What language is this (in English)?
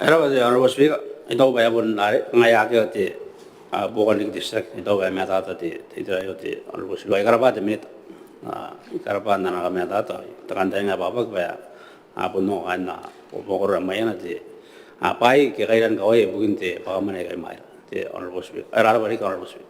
Gilbertese